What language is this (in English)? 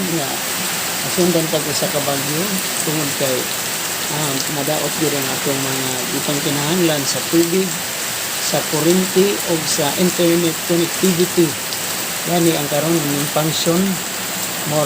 Cebuano